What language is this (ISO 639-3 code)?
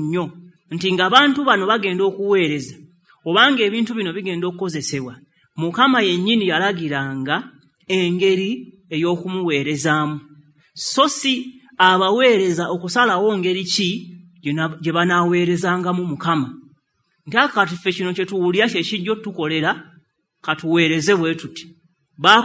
lug